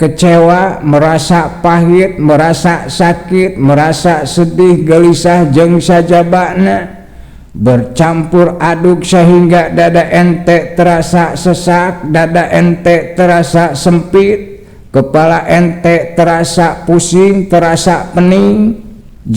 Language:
Sundanese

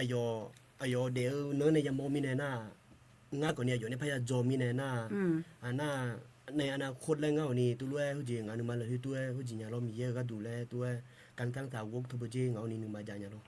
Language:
Akha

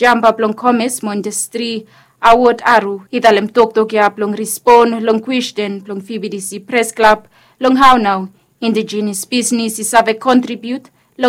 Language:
Bislama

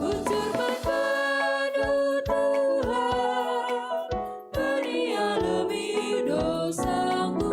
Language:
Batak Karo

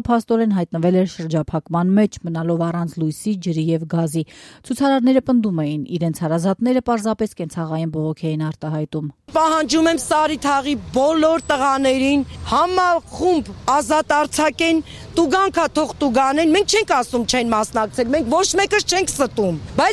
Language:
Armenian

